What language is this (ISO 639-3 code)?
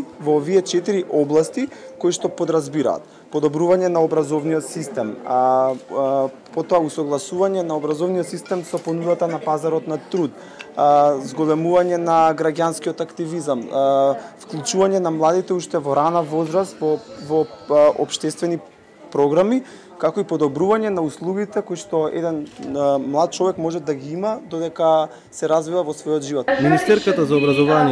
mkd